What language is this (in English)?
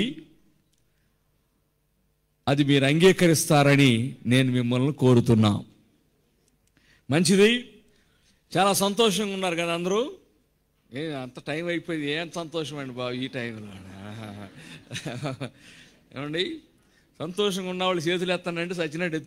Telugu